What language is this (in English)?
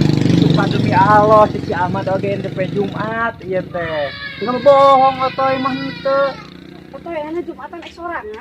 Sundanese